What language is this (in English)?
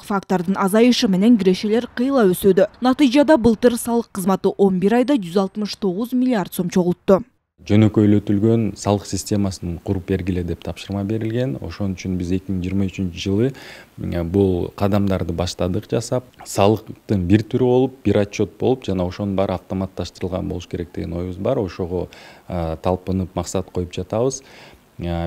Kyrgyz